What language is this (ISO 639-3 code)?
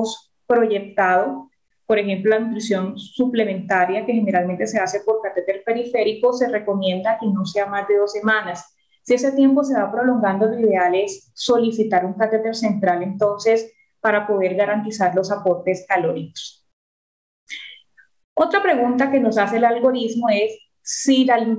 spa